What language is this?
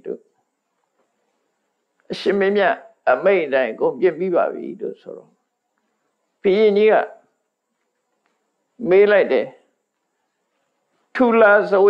Burmese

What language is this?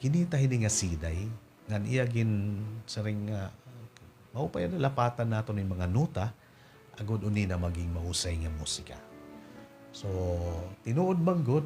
Waray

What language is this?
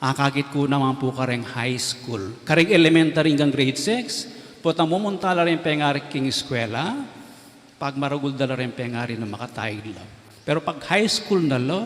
Pampanga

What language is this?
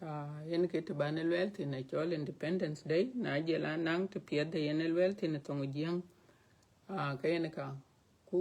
Dinka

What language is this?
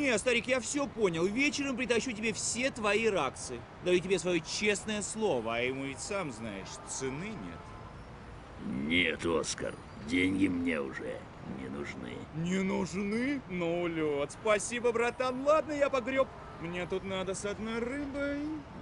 Russian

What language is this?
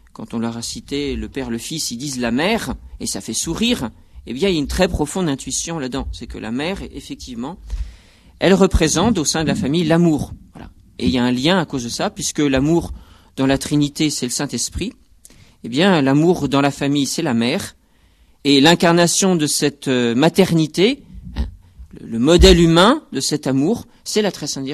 French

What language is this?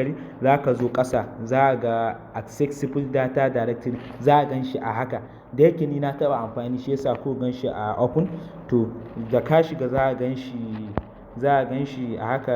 Hausa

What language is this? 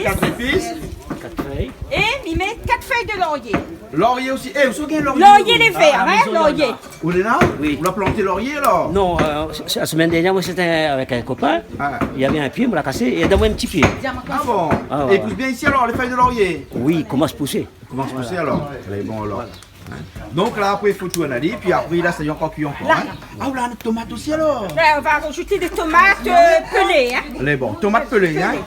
Réunion Creole French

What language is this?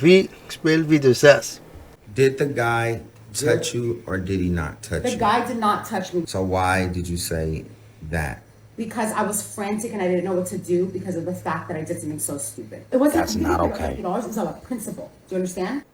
Papiamento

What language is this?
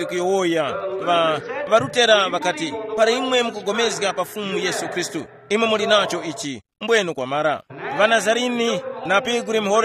Tumbuka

